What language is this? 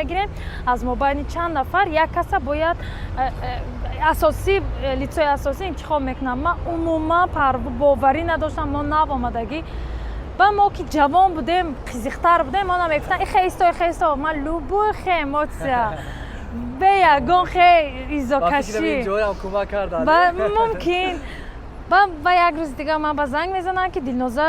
Tajik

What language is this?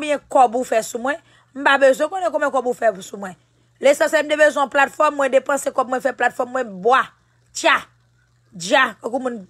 Haitian Creole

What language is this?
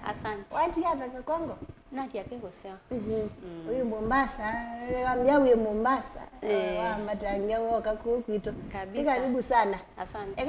Kamba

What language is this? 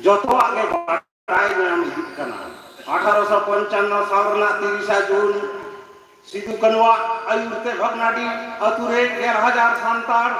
Santali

